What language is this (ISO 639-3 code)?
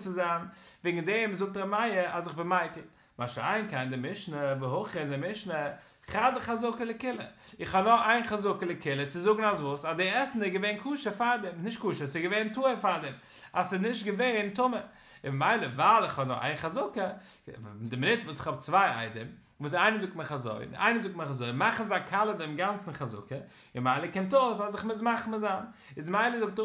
yid